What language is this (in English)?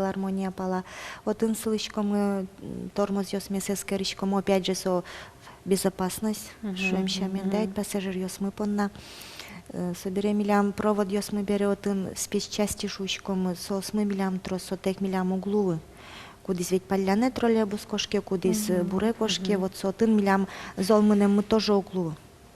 Udmurt